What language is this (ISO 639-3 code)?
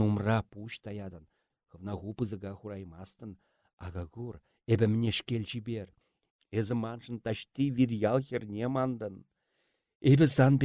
chv